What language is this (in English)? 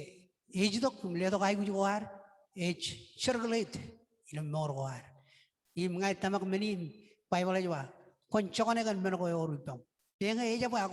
Marshallese